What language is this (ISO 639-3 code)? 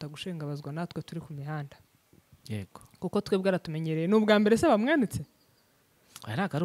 kin